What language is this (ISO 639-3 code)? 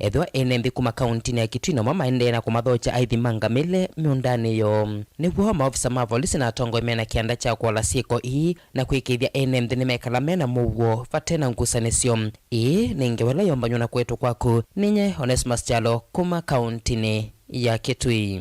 kam